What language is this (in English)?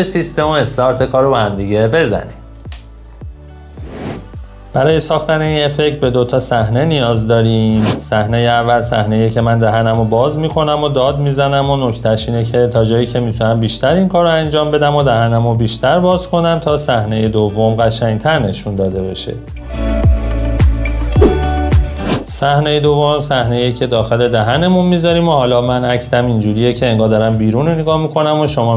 Persian